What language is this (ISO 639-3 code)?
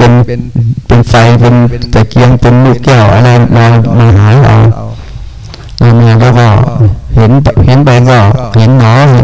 tha